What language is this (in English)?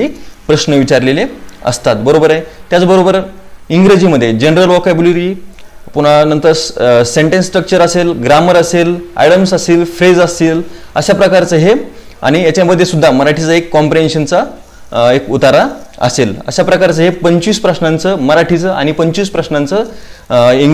Marathi